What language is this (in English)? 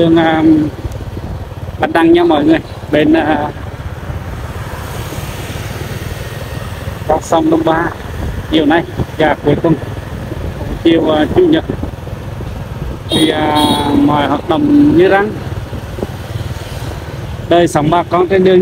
Vietnamese